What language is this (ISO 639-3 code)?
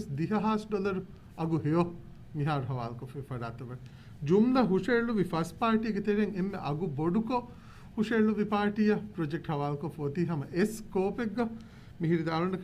div